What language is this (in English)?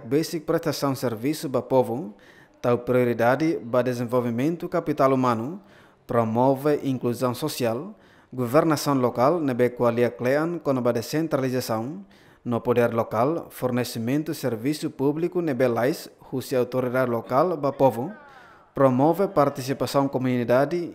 Tetum